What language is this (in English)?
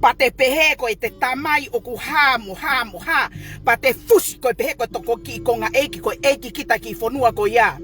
Tongan